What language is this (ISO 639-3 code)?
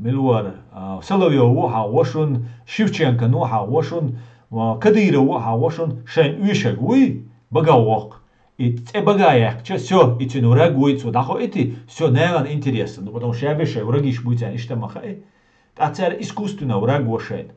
che